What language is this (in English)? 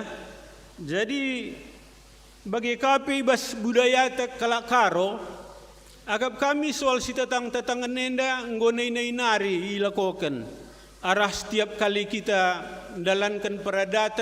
Batak Karo